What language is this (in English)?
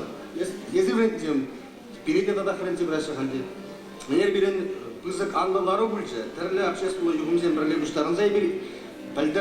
Chuvash